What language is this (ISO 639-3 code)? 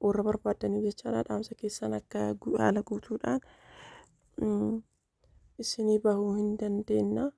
orm